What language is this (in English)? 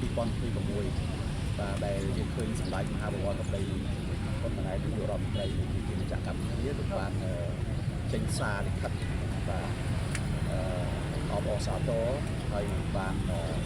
Khmer